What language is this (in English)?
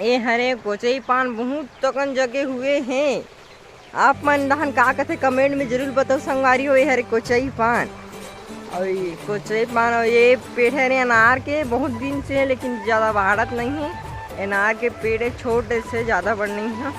Chhattisgarhi